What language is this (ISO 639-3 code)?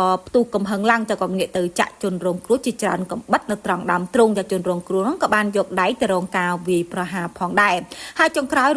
khm